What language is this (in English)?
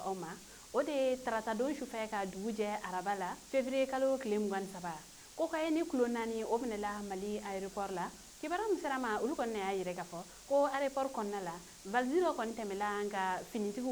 Bambara